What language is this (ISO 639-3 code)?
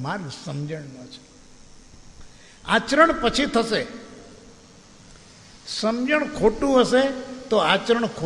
guj